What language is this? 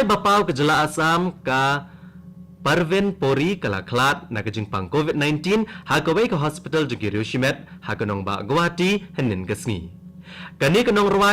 Khasi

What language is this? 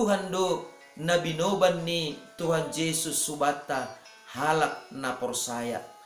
Batak Simalungun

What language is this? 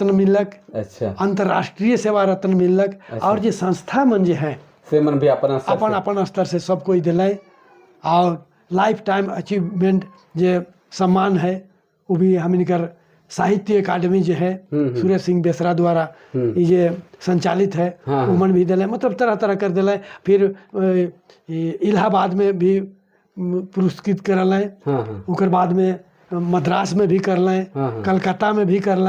Sadri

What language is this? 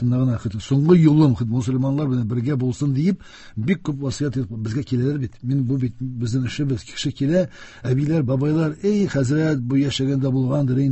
Tatar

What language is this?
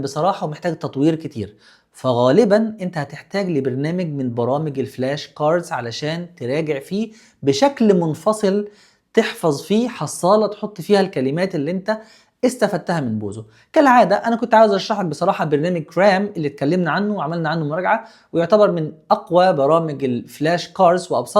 Egyptian Arabic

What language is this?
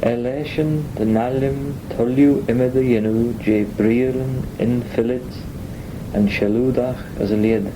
Manx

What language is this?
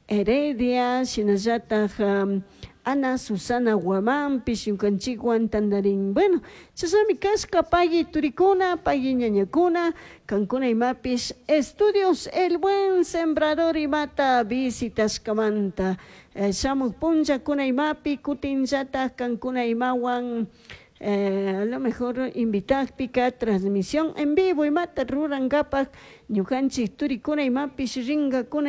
Chimborazo Highland Quichua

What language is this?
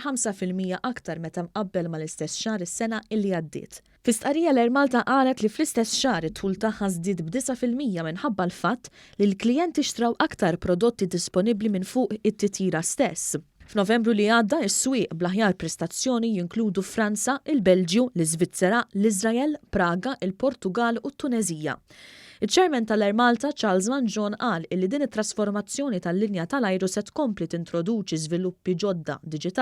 Maltese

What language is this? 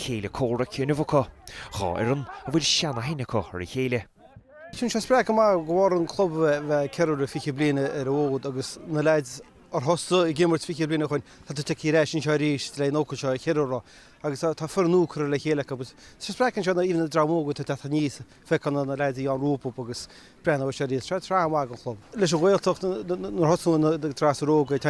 Irish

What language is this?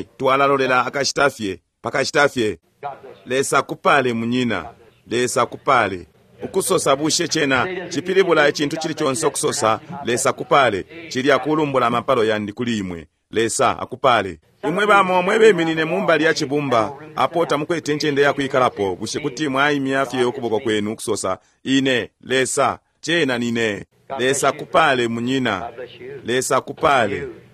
Bemba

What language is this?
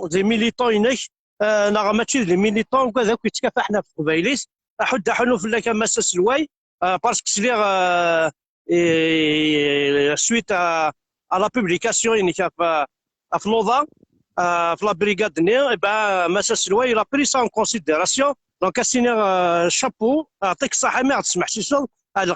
Kabyle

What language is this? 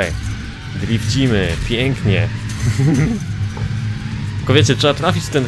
Polish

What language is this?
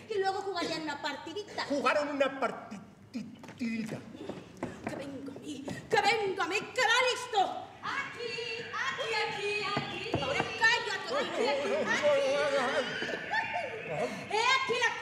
Spanish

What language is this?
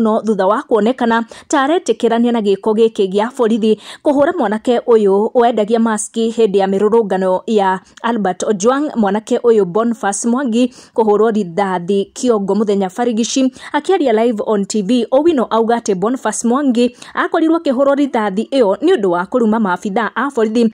Kikuyu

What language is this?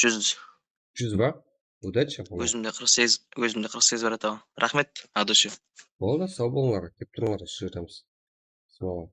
Kara-Kalpak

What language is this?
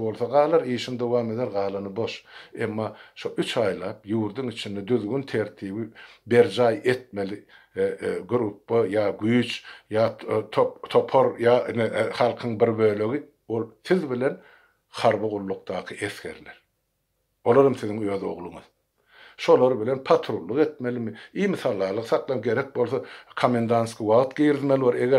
Turkmen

